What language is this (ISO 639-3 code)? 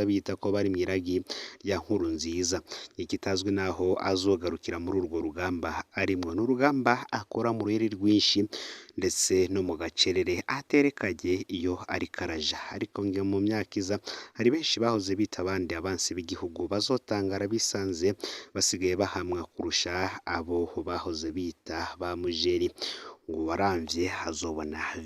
run